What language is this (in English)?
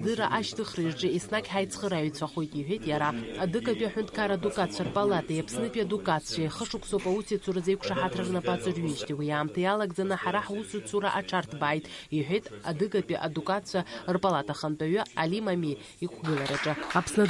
Abkhazian